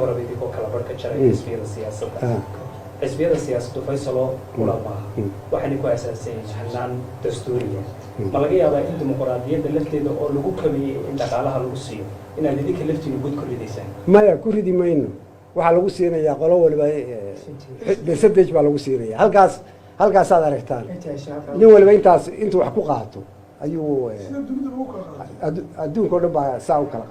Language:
Somali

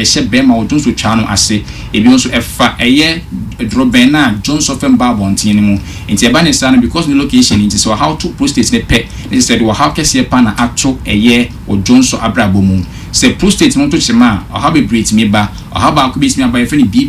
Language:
Akan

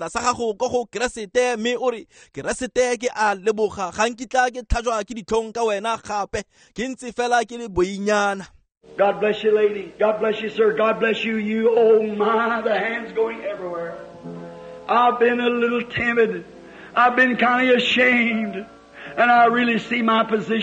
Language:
Tswana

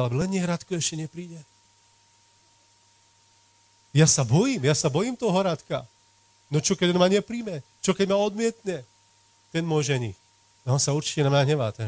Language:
Slovak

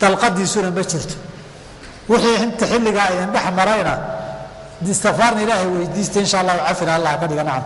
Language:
Somali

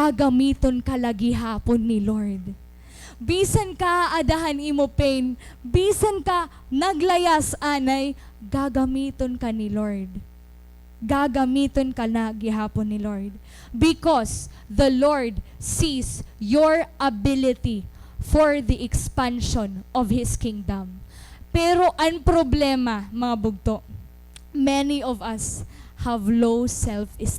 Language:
Waray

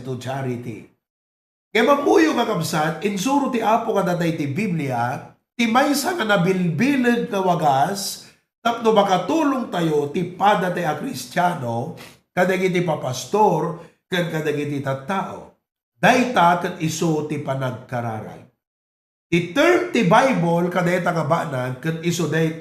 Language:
Iloko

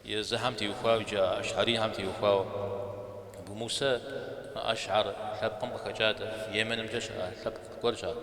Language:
Kabardian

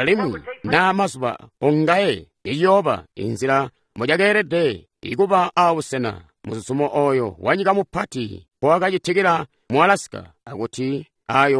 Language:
Tonga (Zambia)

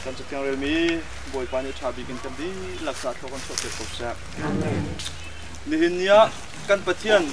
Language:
Hakha Chin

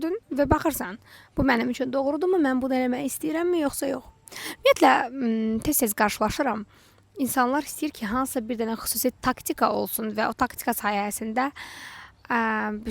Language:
Azerbaijani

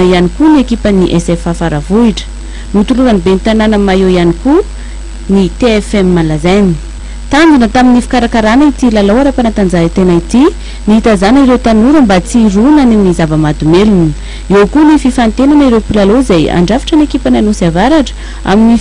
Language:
Malagasy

